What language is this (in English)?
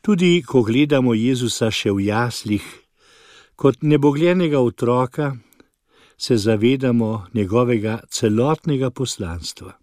Slovenian